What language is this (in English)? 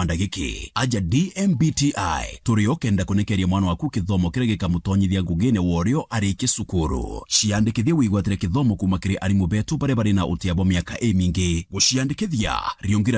Meru